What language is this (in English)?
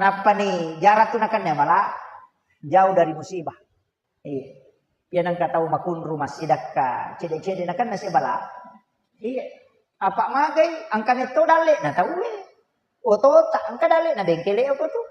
Buginese